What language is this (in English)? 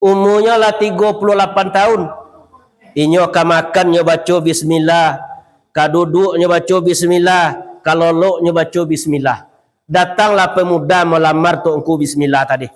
Minangkabau